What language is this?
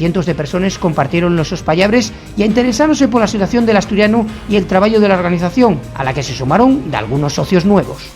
Asturian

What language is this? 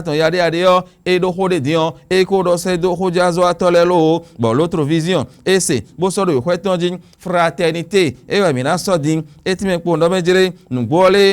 Fon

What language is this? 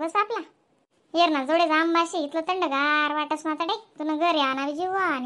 Khandesi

